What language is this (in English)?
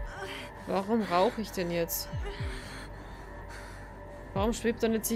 German